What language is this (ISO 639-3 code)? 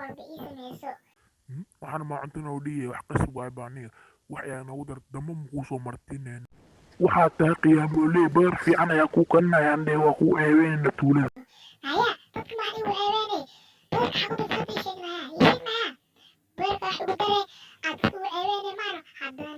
som